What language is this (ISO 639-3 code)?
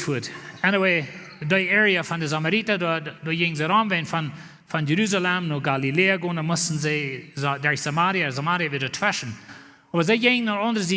pdt